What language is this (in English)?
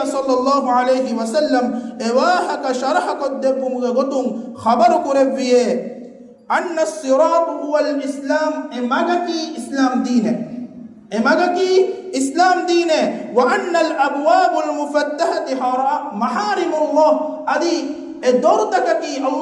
Divehi